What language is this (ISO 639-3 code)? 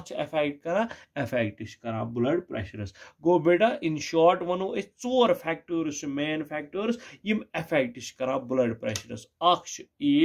kas